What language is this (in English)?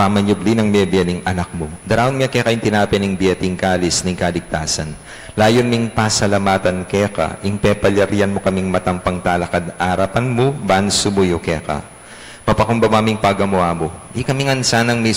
Pampanga